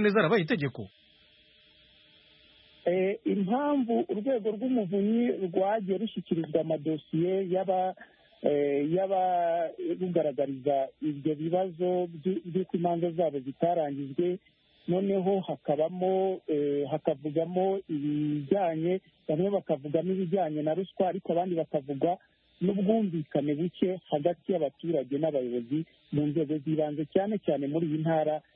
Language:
Kinyarwanda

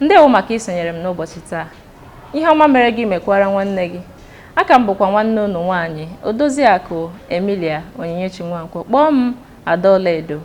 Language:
Igbo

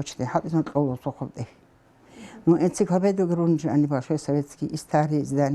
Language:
Avaric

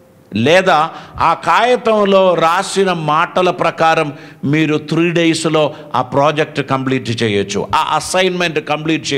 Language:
Telugu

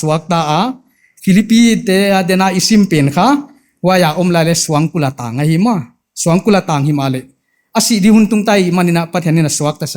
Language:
Paite Chin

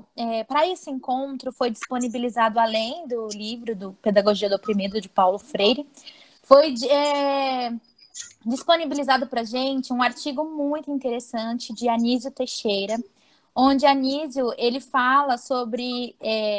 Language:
Portuguese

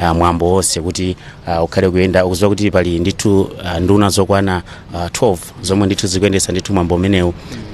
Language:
Nyanja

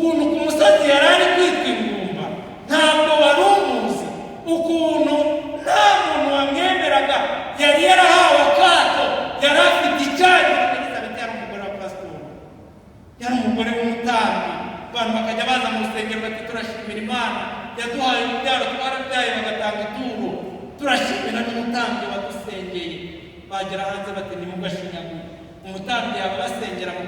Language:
Kinyarwanda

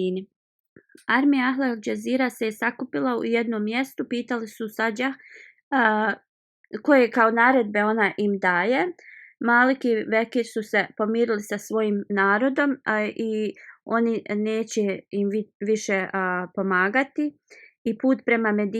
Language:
Bosnian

